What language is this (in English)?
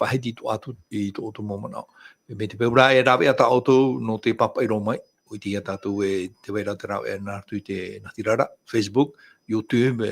Tahitian